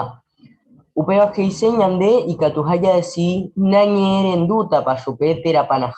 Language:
Guarani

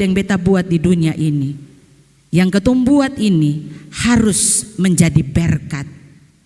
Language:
Ambonese Malay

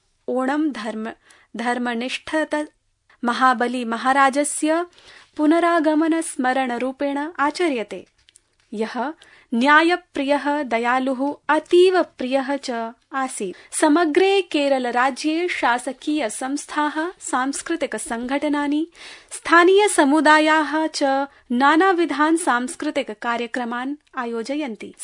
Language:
Sanskrit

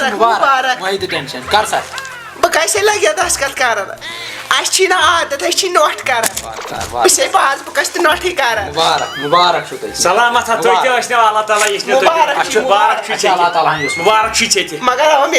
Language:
Kashmiri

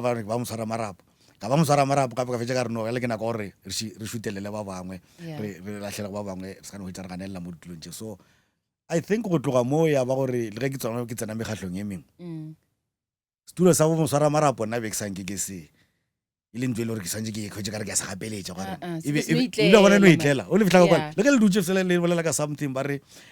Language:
Northern Sotho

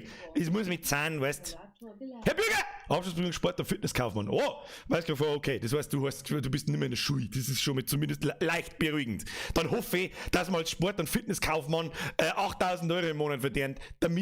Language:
Bavarian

